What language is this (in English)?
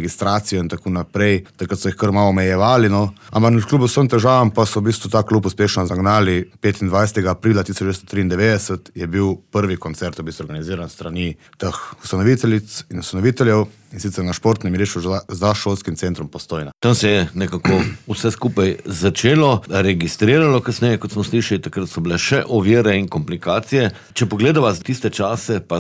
Slovenian